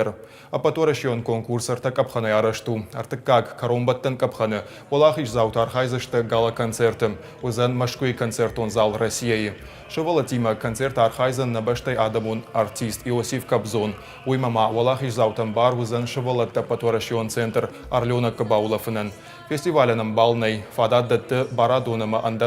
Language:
Ossetic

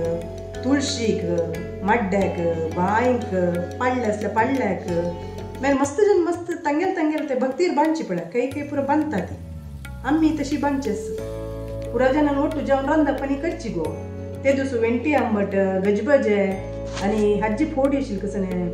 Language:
Konkani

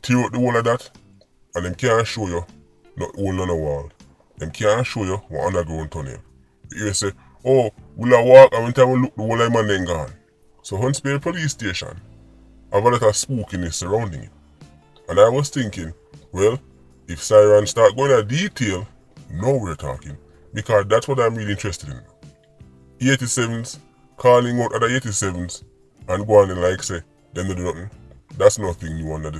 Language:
Jamaican Creole English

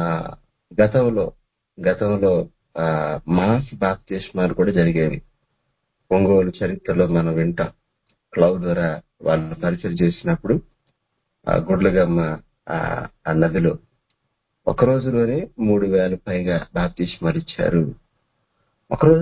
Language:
Telugu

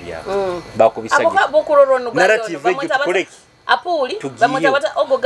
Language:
Nyoro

